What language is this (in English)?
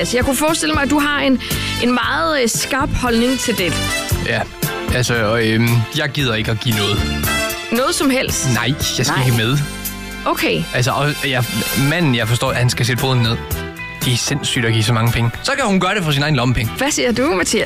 Danish